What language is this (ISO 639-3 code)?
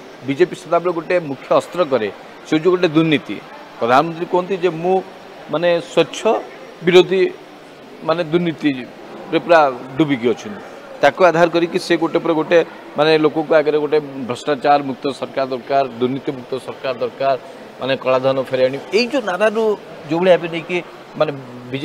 ori